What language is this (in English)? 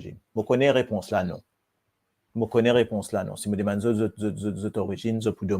Morisyen